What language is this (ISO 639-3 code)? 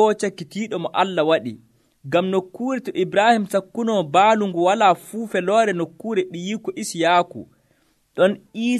fuv